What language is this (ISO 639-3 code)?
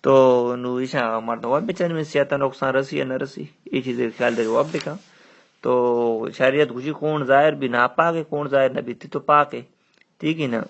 bal